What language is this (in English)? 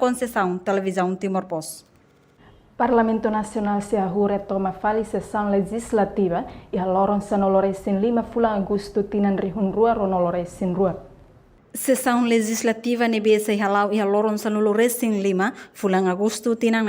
Tetum